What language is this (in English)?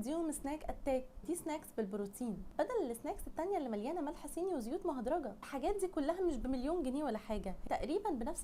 Egyptian Arabic